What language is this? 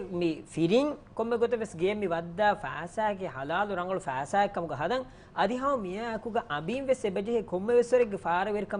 Divehi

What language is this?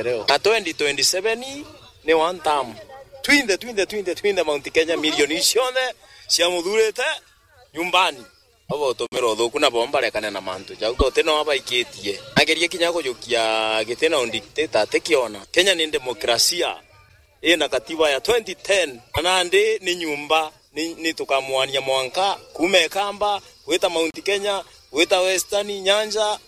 Meru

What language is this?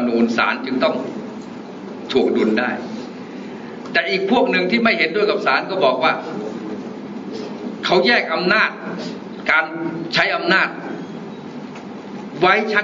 Thai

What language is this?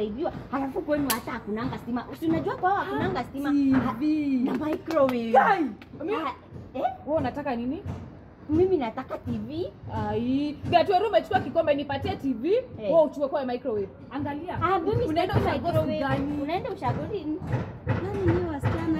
Swahili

